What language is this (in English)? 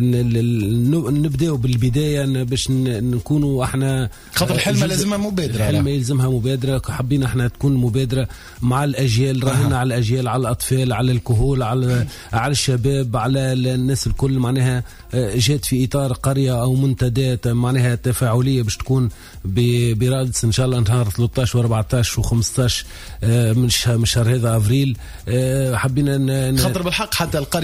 Tunisian Arabic